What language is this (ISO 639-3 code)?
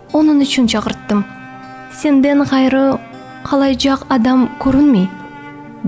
crh